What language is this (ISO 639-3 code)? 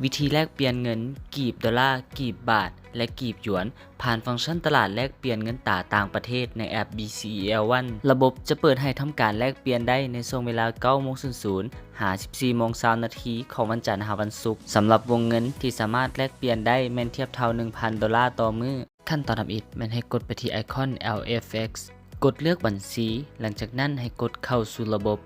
lao